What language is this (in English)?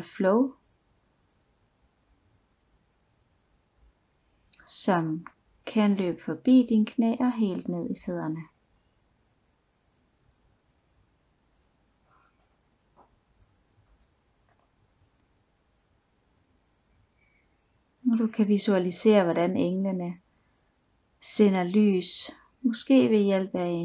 Danish